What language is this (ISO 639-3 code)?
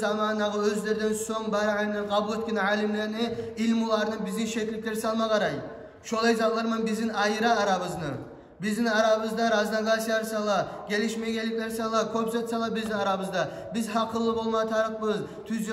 kum